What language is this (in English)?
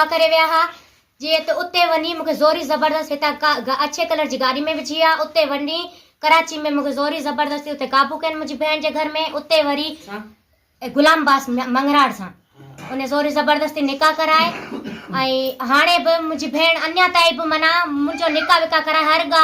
Sindhi